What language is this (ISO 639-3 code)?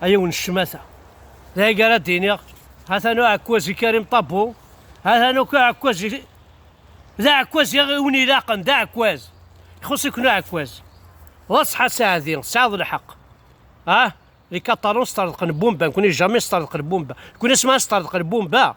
kab